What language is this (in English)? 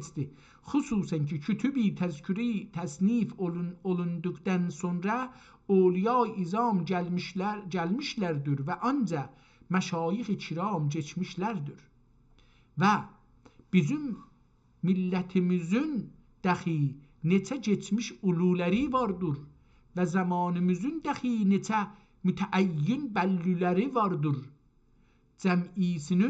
South Azerbaijani